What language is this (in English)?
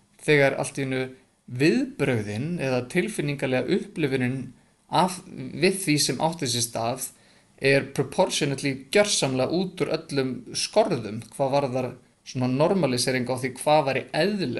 Icelandic